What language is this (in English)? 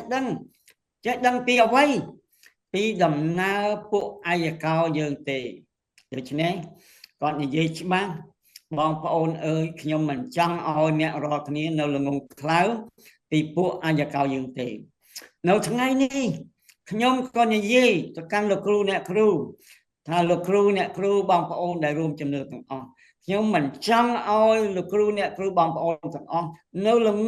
Khmer